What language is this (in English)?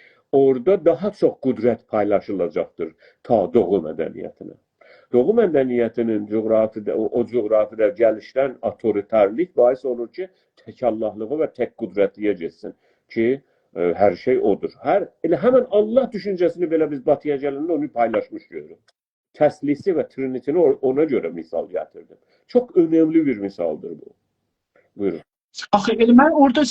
South Azerbaijani